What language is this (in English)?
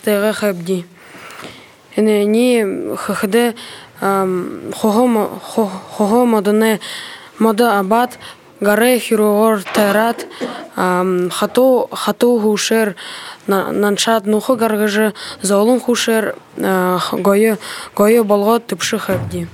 Buriat